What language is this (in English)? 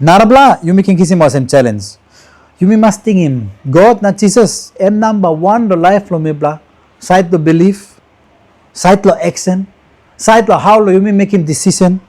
Tok Pisin